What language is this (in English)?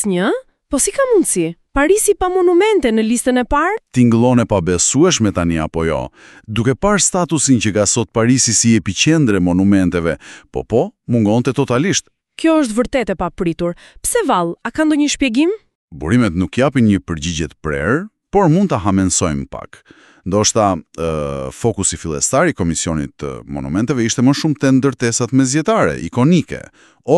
Albanian